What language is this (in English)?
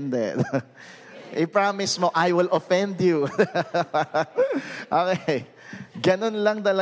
Filipino